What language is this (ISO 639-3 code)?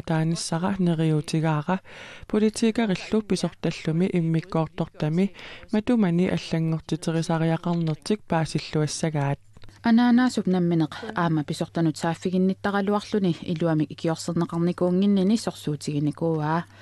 kal